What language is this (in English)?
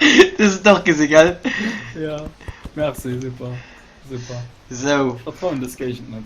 Luxembourgish